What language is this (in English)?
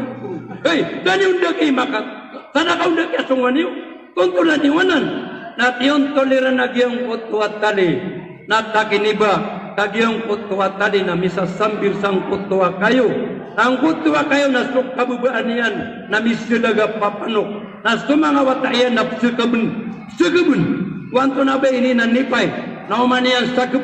Maranao